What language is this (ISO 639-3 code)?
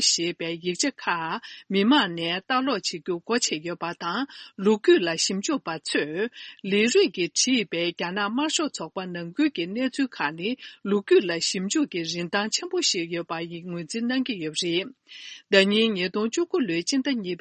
bod